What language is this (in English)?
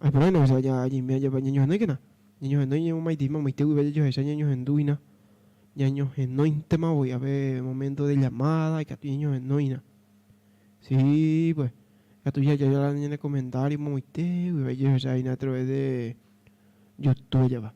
Guarani